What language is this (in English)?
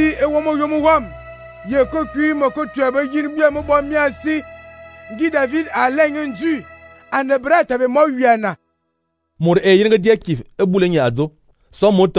Fang